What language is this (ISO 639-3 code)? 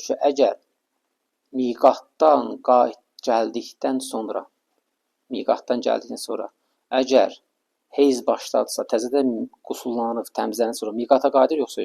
aze